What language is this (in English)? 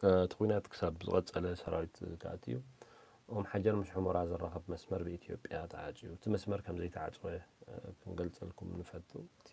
Tigrinya